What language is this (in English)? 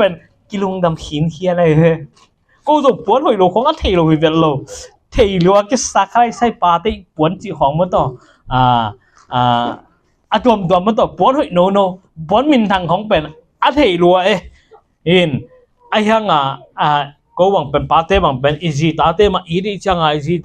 Tedim Chin